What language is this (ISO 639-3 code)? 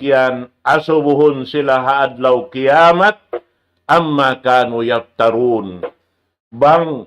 tsg